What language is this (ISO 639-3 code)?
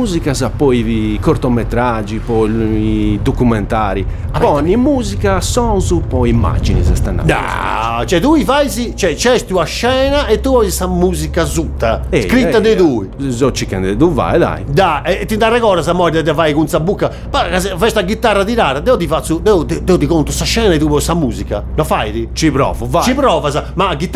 ita